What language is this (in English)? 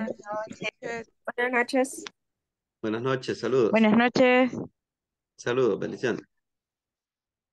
Spanish